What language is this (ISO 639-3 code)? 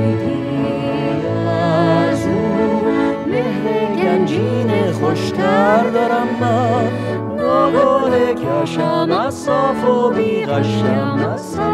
fas